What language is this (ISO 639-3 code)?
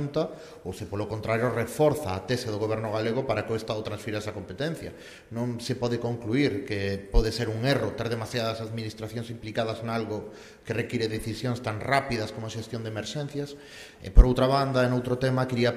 glg